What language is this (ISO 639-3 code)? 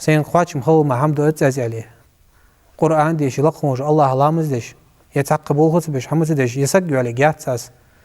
inh